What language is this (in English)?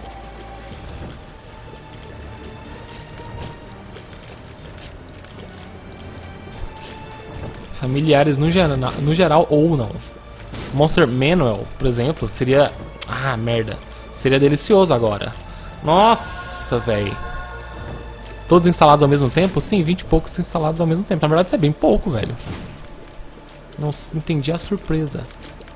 Portuguese